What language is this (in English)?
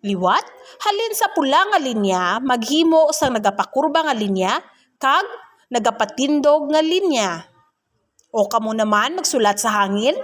Hiligaynon